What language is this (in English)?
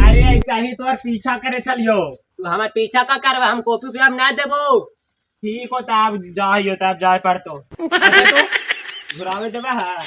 Magahi